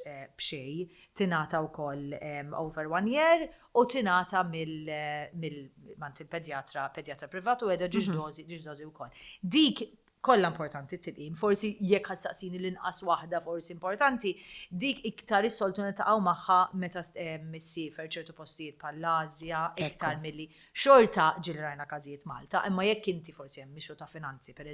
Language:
Maltese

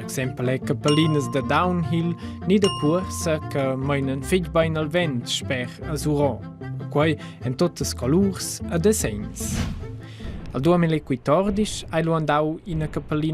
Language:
Romansh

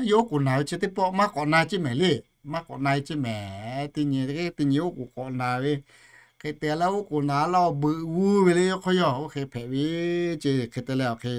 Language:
Lahu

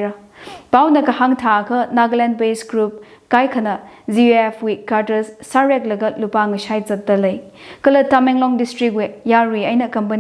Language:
Tangkhul Naga (India)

